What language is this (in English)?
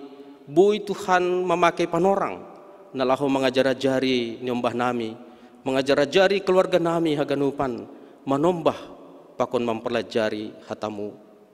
Batak Simalungun